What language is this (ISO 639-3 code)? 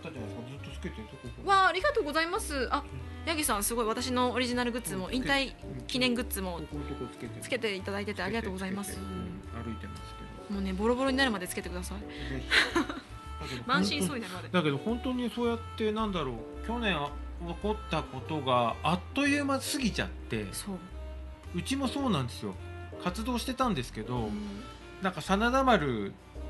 jpn